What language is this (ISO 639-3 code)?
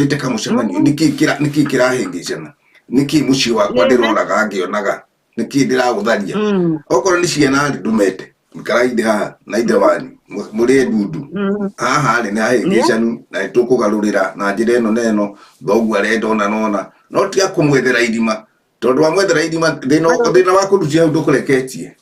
kik